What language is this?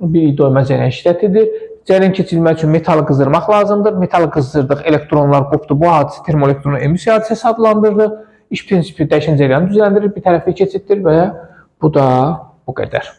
Azerbaijani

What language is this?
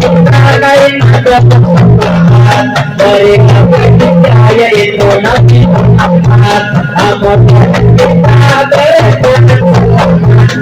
Banjar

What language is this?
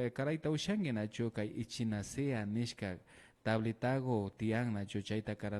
Imbabura Highland Quichua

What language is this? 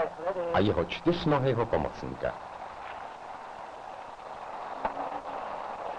Czech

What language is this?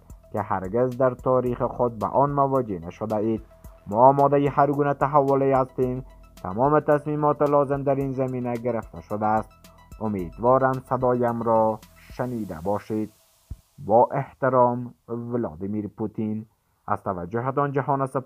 Persian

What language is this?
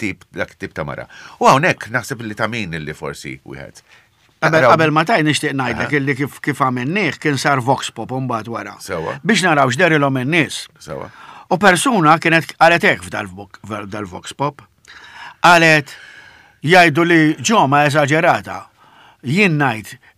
Maltese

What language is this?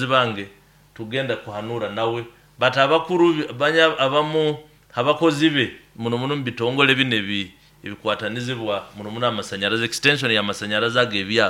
Nyoro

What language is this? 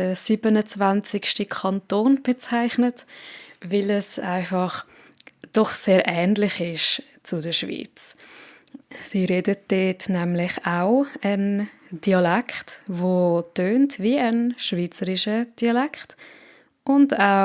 Swiss German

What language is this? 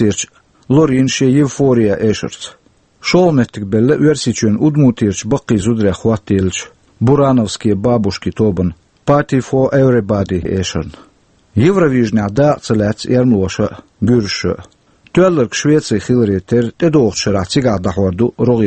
Chechen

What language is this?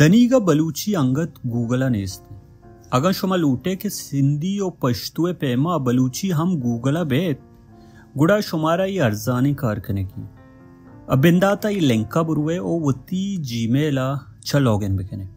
Baluchi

